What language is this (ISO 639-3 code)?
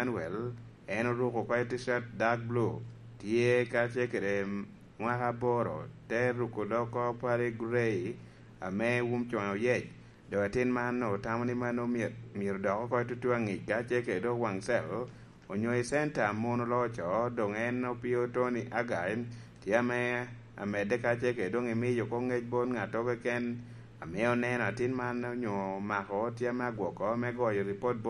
laj